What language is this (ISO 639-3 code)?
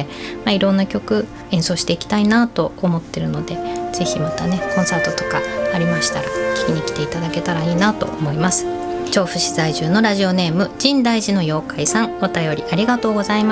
jpn